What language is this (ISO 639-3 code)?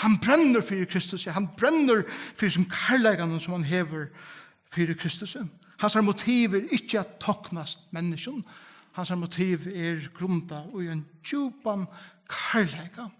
fao